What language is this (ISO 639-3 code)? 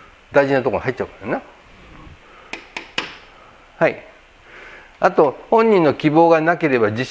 jpn